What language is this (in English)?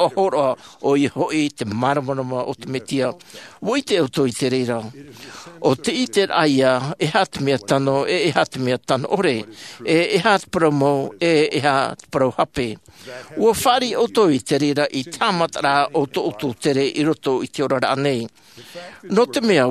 Tahitian